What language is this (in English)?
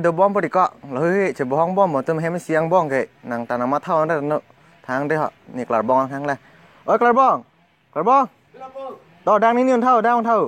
Karbi